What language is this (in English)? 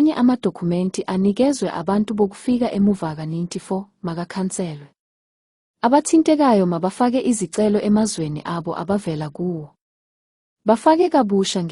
Zulu